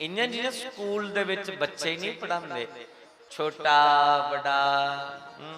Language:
Dogri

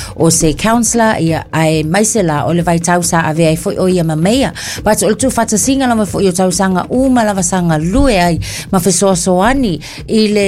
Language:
Samoan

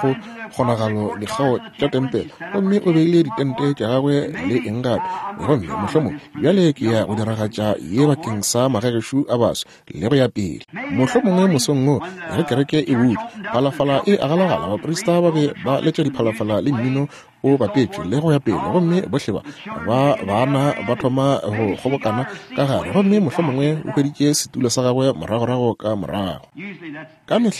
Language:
Northern Sotho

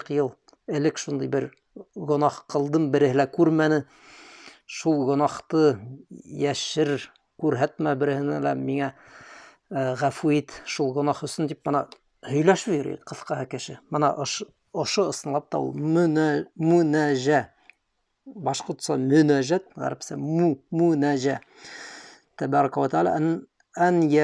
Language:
Bashkir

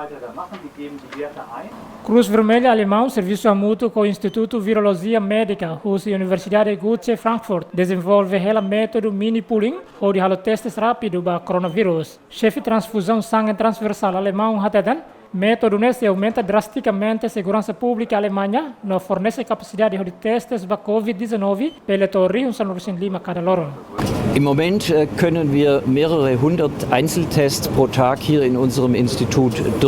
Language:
Tetum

